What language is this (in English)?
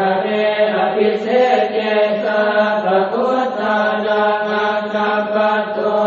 Pali